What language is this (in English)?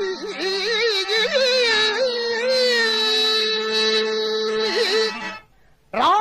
Telugu